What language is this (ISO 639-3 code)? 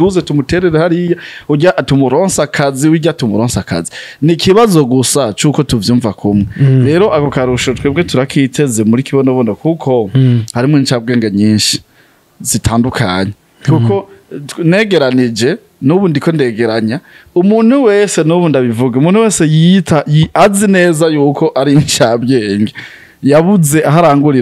run